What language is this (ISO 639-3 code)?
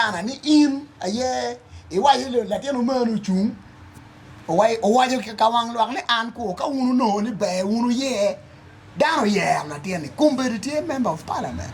ach